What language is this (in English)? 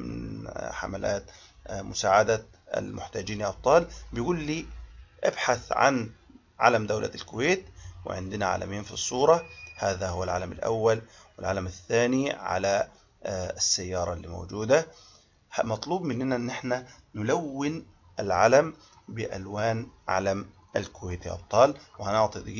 Arabic